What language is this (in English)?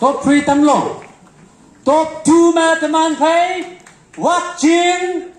Konyak Naga